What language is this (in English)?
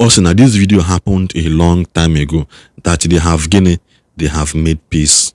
Igbo